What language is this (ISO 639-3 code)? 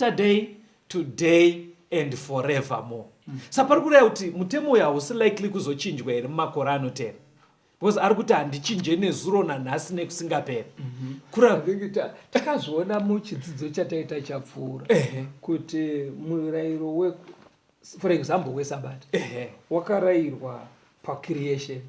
sna